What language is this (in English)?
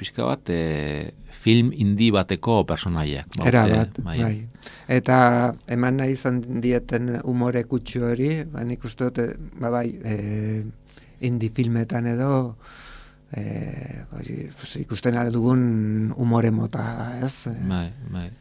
Basque